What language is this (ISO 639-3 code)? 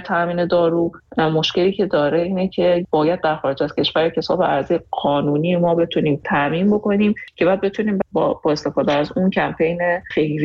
fas